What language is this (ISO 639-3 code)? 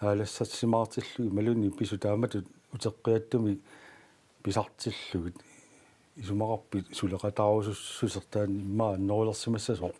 kal